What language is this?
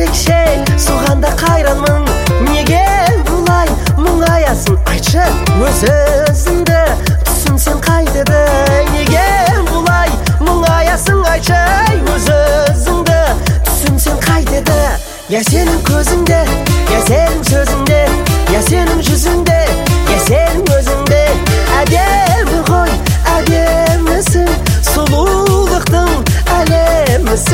Kazakh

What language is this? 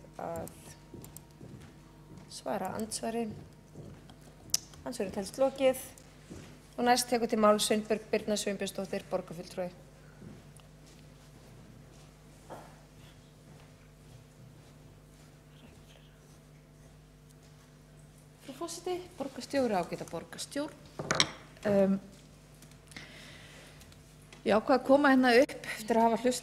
Icelandic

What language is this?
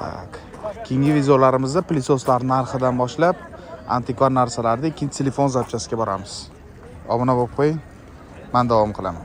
Uzbek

